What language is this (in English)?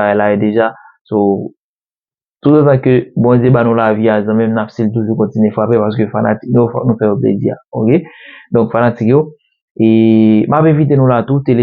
Haitian Creole